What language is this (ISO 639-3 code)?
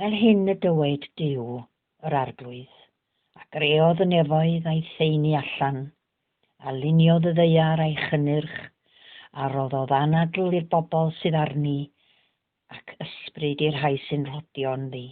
cym